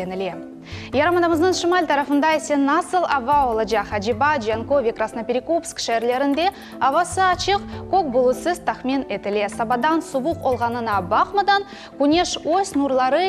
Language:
Crimean Tatar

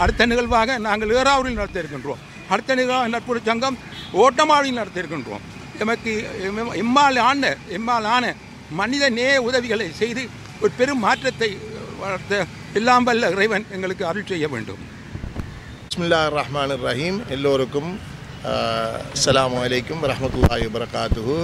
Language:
Tamil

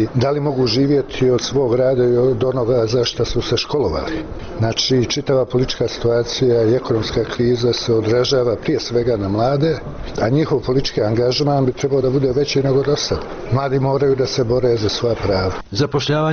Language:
Bosnian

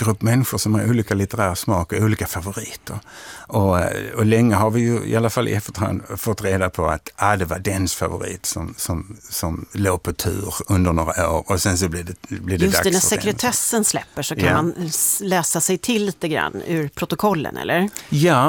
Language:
Swedish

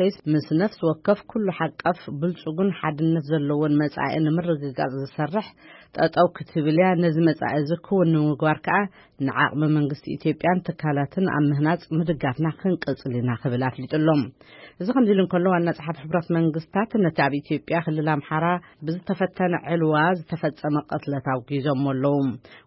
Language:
Tigrinya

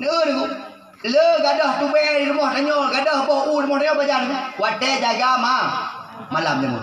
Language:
Achinese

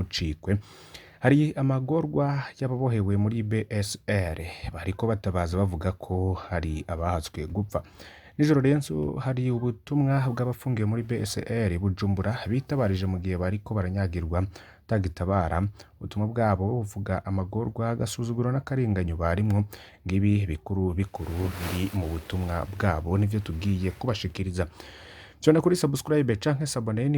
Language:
Rundi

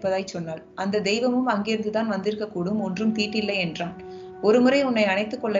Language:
Tamil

